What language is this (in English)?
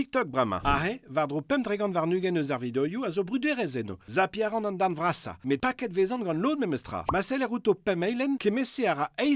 Breton